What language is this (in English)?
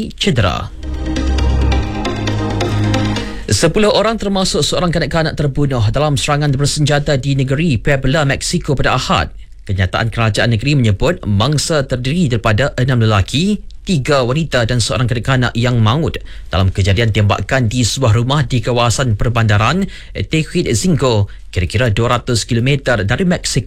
Malay